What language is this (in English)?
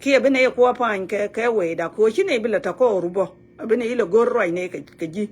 Nuer